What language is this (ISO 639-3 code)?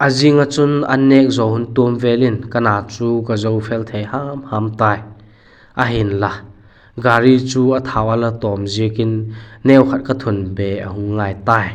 vap